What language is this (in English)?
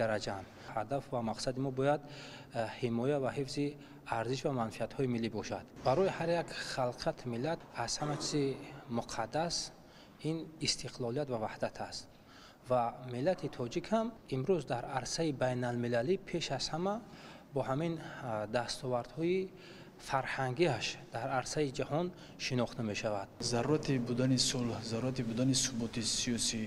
Tajik